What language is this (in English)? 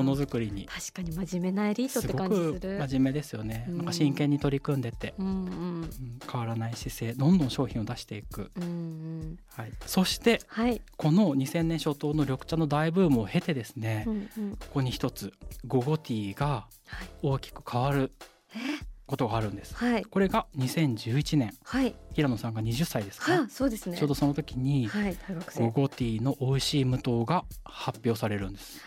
Japanese